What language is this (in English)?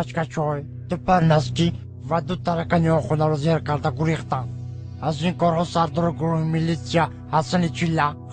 Tajik